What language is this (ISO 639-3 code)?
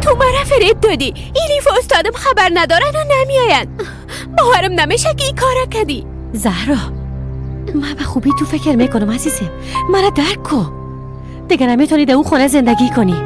fas